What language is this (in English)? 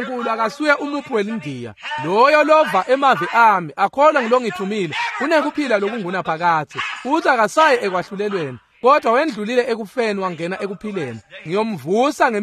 Swati